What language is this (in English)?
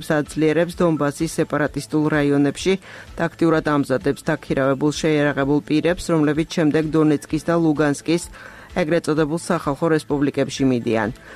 Georgian